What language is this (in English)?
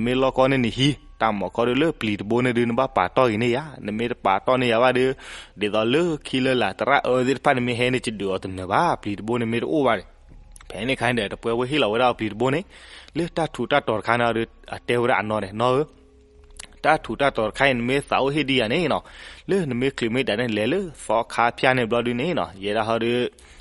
S'gaw Karen